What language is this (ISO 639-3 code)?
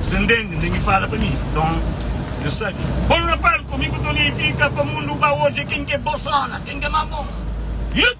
kea